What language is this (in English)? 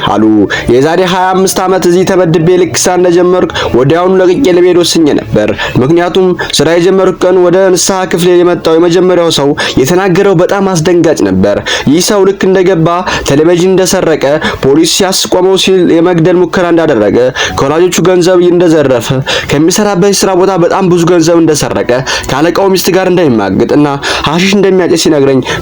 Amharic